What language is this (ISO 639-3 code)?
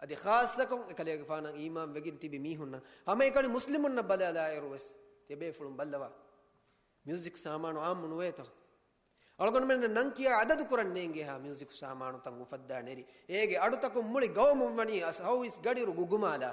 div